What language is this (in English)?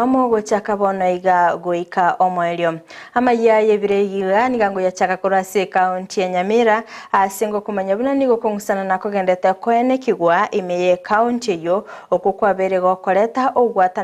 Gusii